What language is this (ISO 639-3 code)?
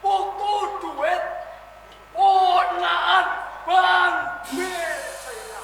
jav